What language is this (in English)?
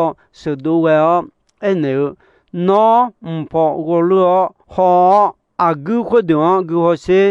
Akha